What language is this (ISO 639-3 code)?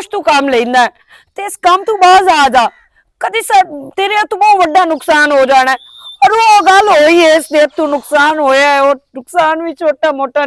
lah